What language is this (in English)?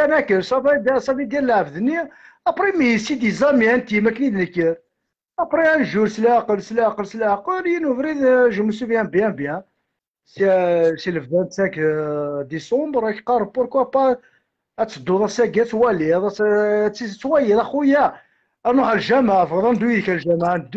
Kabyle